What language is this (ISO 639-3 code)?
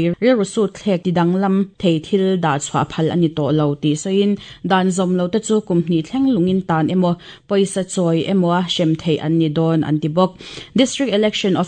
lus